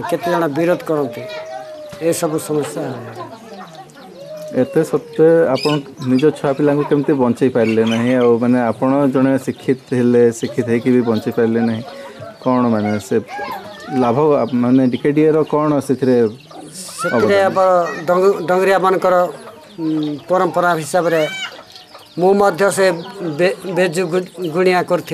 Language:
Odia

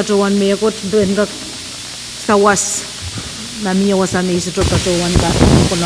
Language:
Pohnpeian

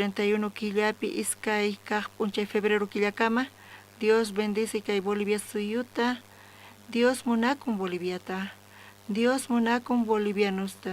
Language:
South Bolivian Quechua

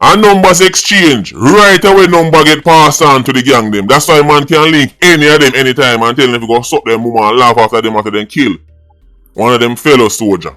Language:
Jamaican Creole English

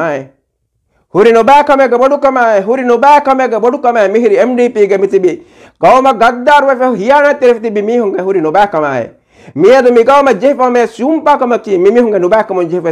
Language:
Divehi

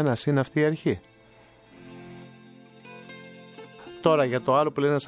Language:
Greek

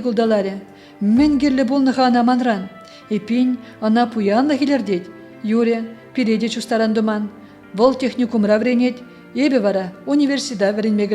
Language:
Chuvash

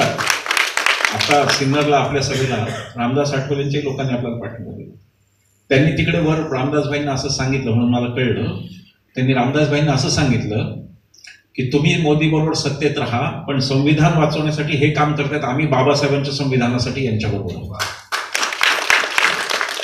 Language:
Marathi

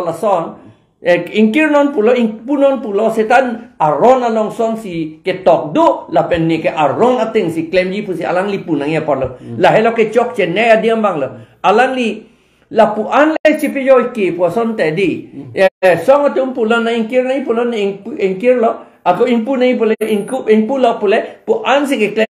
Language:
Karbi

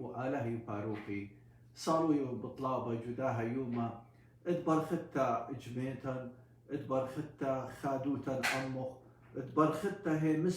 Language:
Assyrian Neo-Aramaic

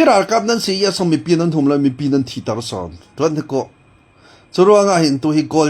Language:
Falam Chin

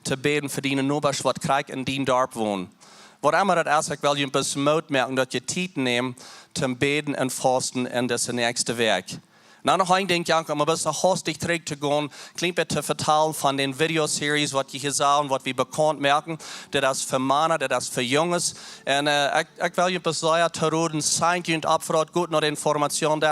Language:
Plautdietsch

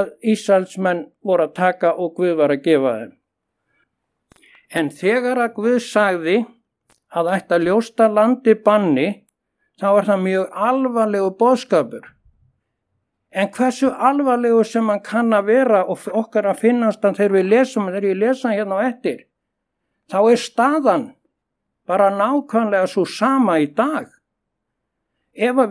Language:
Icelandic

